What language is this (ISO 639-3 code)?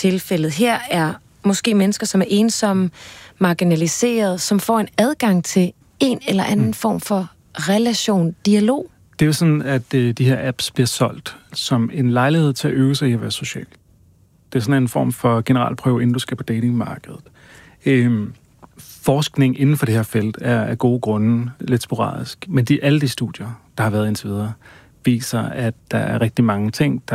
dan